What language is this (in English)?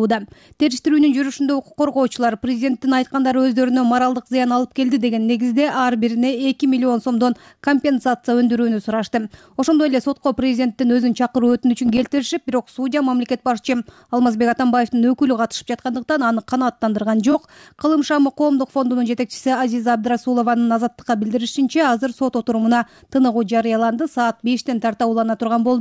Kyrgyz